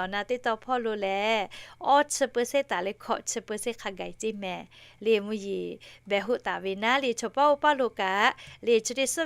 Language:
Lahu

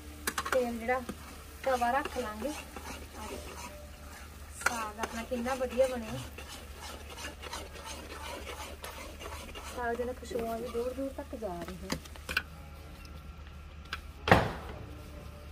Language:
Punjabi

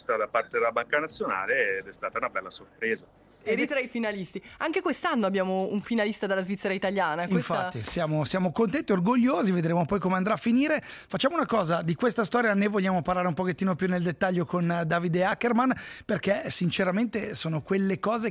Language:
Italian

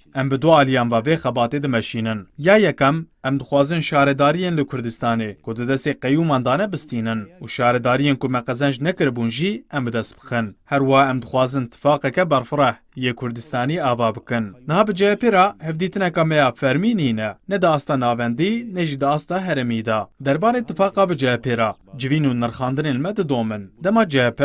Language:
Kurdish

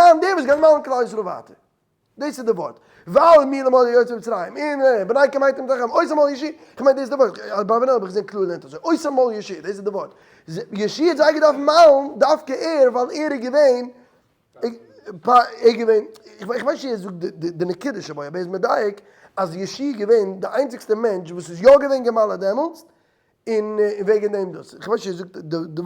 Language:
Yiddish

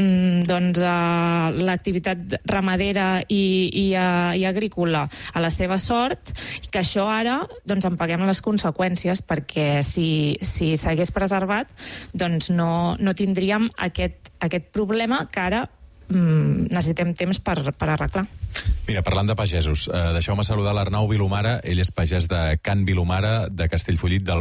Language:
Catalan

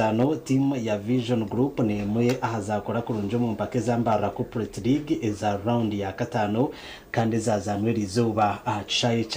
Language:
Nyankole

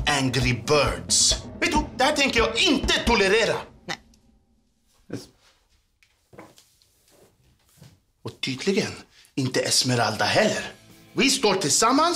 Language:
Swedish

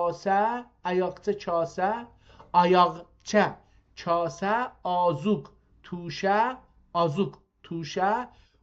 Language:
South Azerbaijani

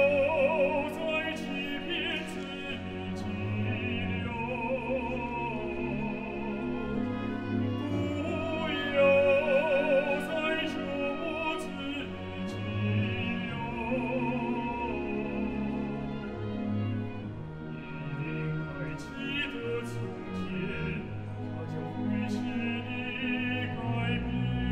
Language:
Chinese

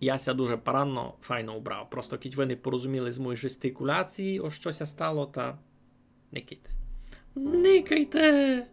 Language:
Rusyn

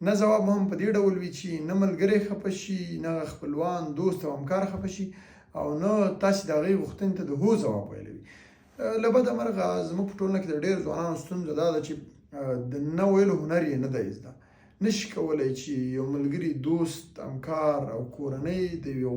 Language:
Pashto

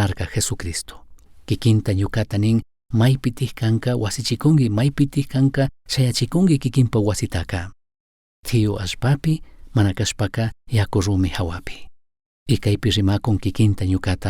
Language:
Chimborazo Highland Quichua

